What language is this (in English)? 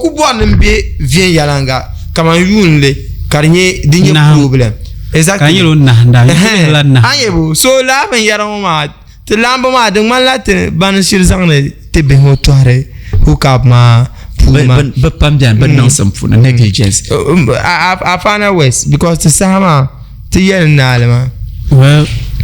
Dagbani